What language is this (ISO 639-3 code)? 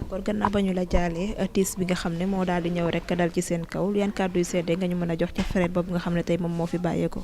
wol